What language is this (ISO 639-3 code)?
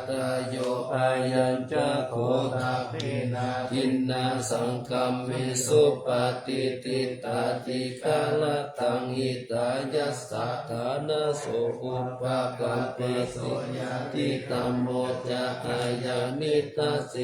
pli